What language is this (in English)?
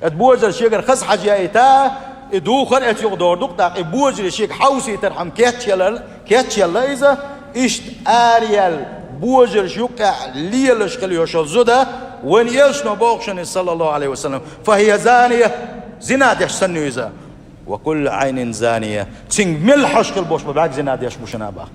Chechen